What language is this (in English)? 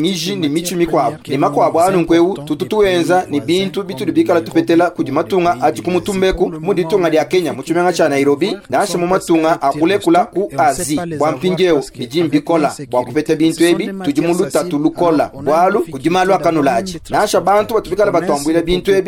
Luba-Lulua